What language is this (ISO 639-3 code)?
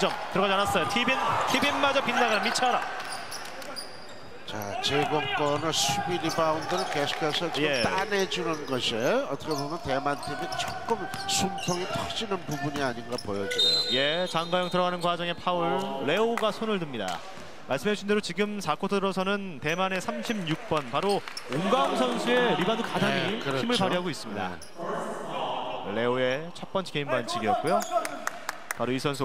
kor